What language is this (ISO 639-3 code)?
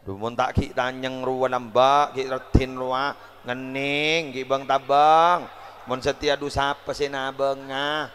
mad